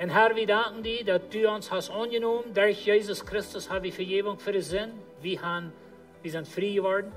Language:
Plautdietsch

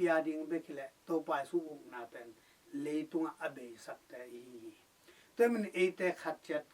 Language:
Tedim Chin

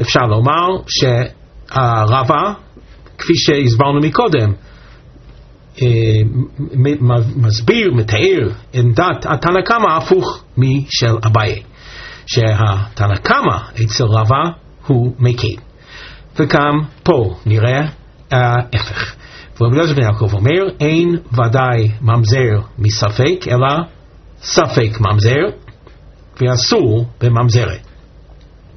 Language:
Hebrew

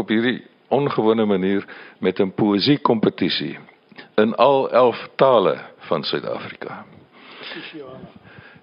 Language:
Afrikaans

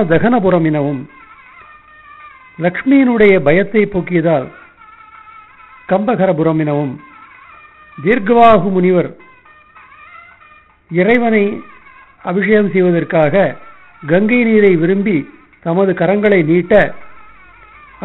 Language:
Tamil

